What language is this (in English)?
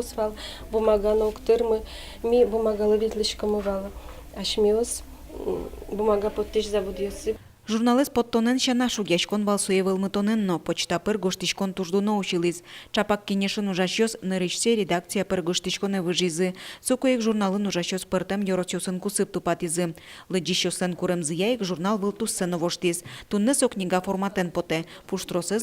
Udmurt